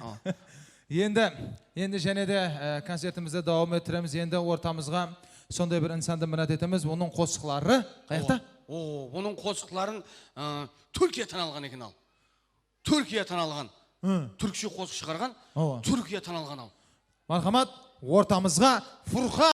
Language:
Kara-Kalpak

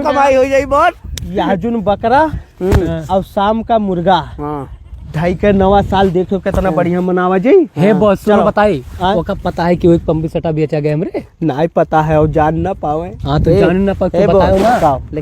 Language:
Awadhi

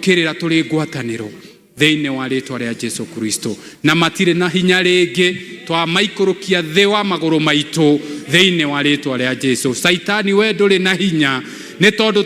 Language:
Kikuyu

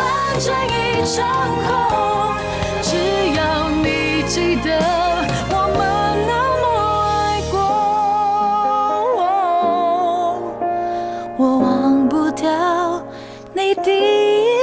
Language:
Chinese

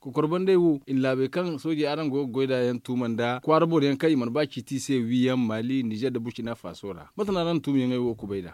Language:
Zarma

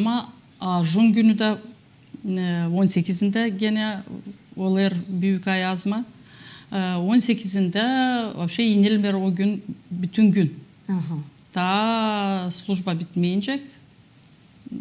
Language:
Gagauz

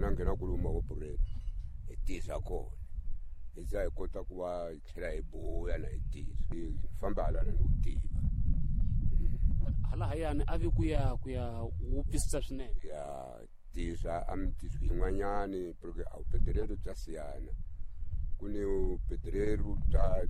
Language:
Tsonga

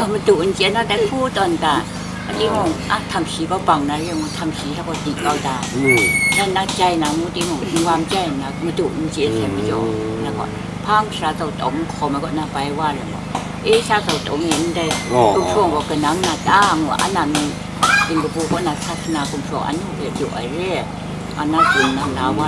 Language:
Kachin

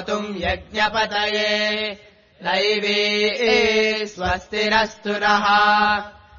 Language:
Sanskrit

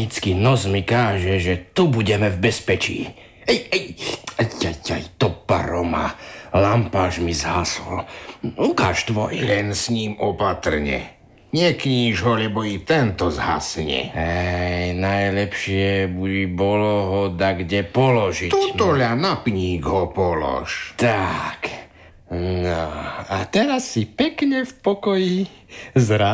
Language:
Slovak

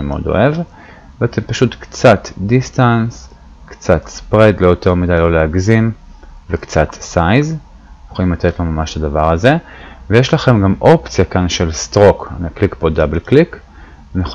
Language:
Hebrew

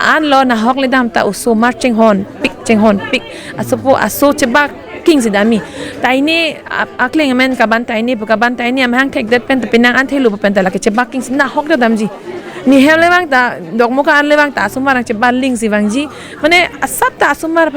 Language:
Karbi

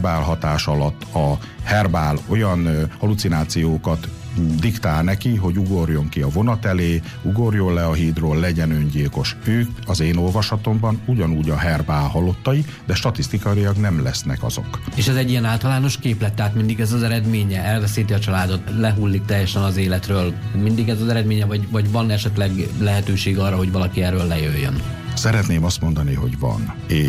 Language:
Hungarian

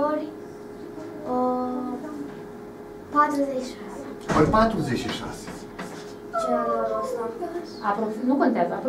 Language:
Romanian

